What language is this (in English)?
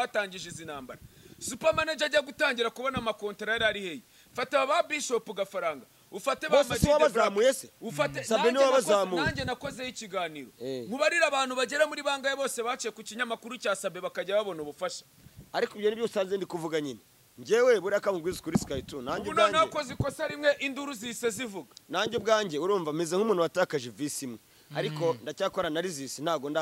Kinyarwanda